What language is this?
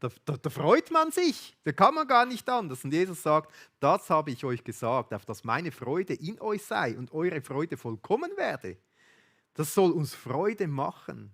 Swiss German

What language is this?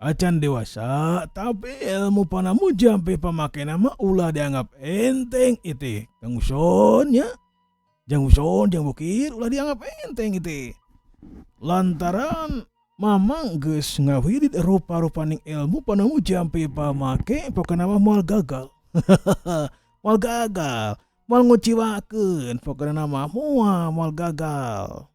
Sundanese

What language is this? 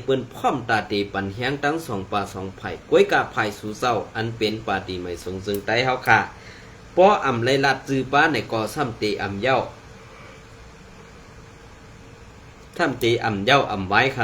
Shan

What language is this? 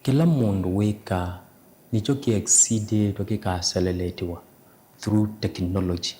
Kamba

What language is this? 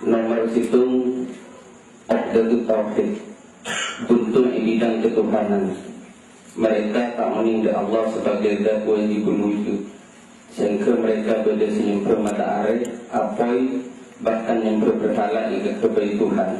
Madurese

